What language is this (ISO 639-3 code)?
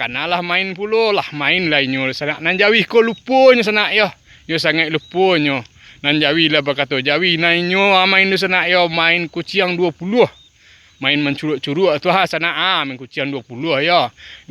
min